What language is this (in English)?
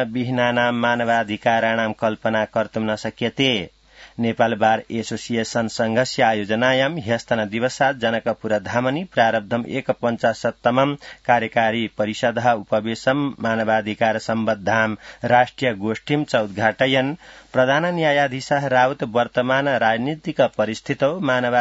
Sanskrit